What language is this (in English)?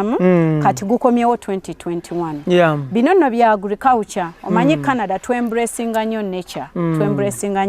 Ganda